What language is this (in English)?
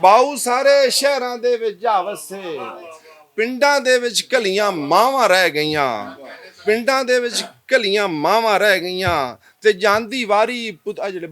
Western Panjabi